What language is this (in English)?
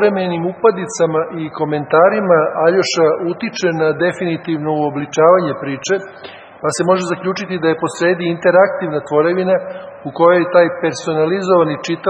Serbian